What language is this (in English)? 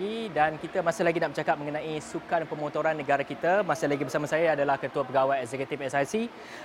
Malay